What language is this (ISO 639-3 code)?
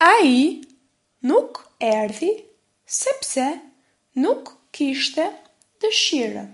sqi